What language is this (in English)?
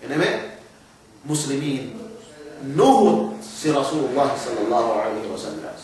Yakan